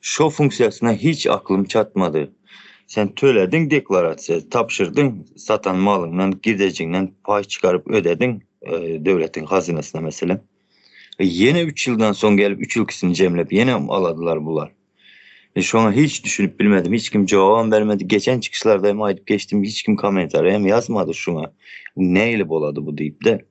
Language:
Turkmen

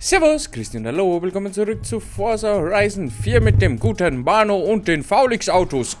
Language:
Bavarian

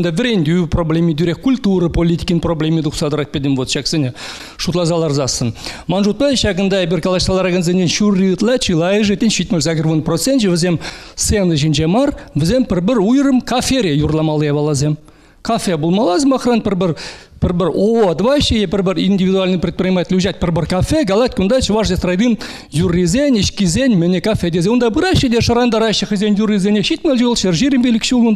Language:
Chuvash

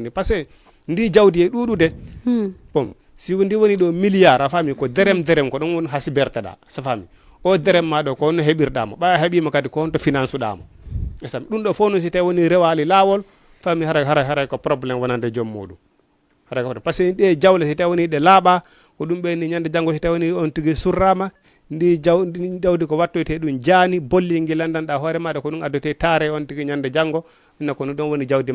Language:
Fula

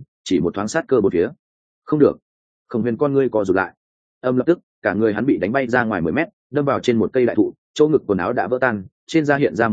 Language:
Vietnamese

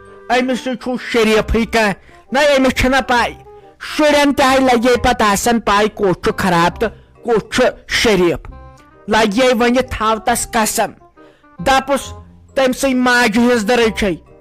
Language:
Kashmiri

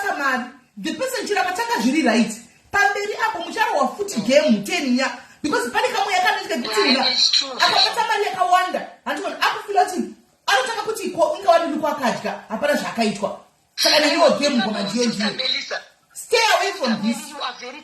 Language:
Shona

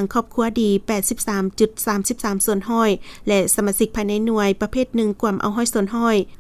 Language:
Lao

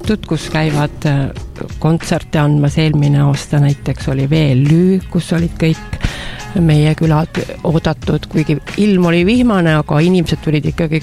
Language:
Estonian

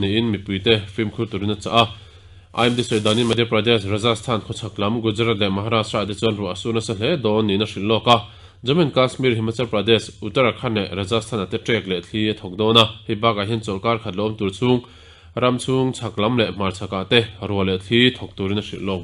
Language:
Mizo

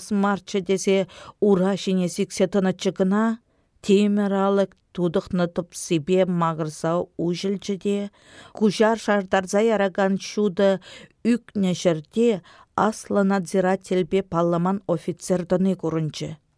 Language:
Chuvash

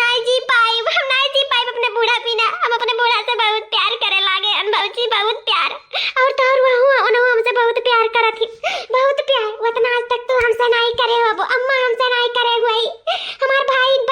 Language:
Awadhi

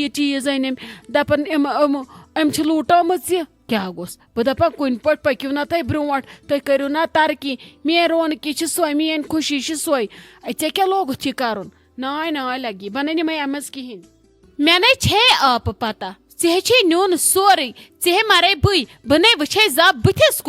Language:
Kashmiri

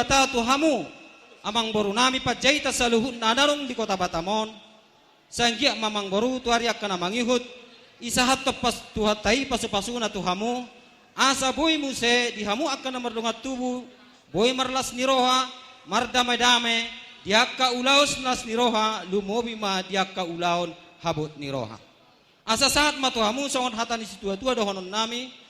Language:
Batak Toba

